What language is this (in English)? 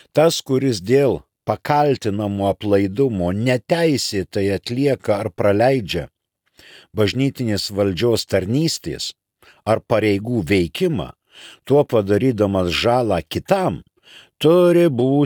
Lithuanian